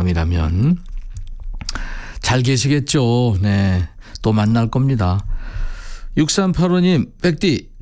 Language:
Korean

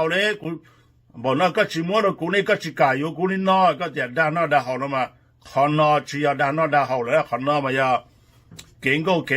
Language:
Hmong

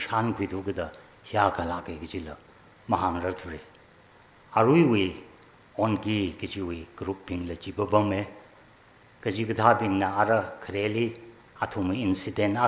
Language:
Tangkhul Naga (India)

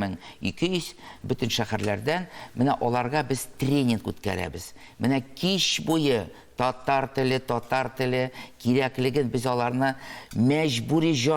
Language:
Tatar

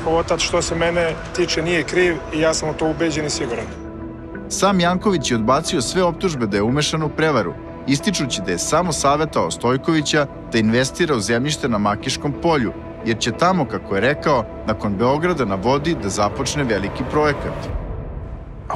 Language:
Serbian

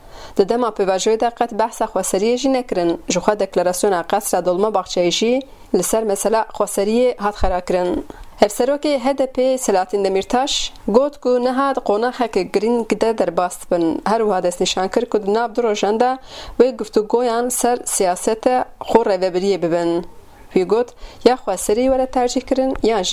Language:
Kurdish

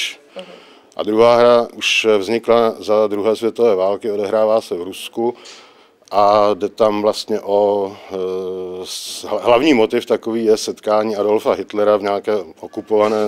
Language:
Czech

